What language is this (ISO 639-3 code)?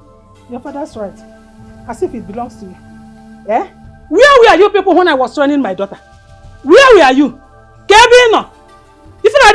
pcm